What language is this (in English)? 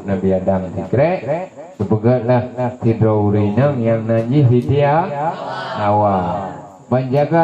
Achinese